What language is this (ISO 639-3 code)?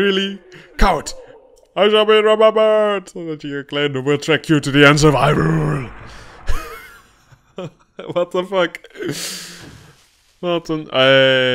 nld